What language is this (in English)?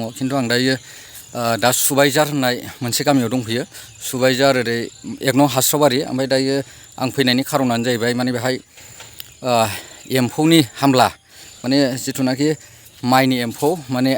Bodo